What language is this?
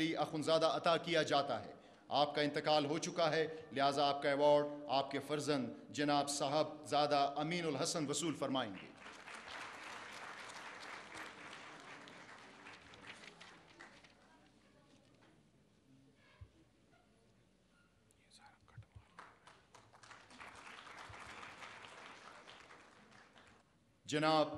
Urdu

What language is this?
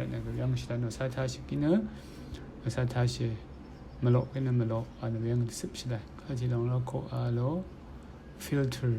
Rawang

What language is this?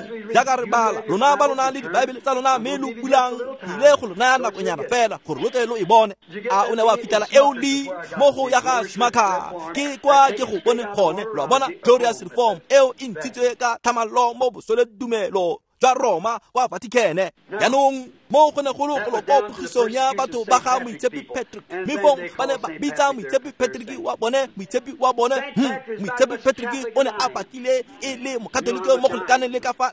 Tswana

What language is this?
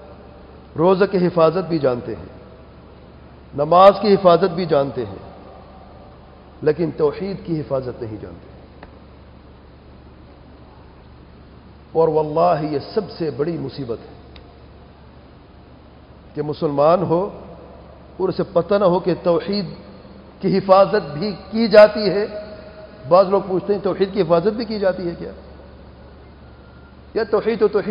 Urdu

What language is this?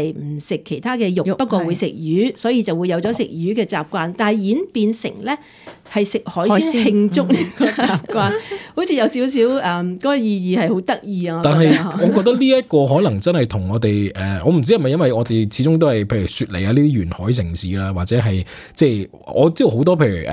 Cantonese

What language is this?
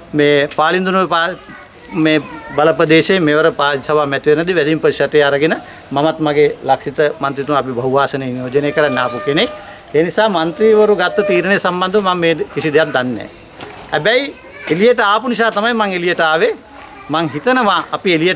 Sinhala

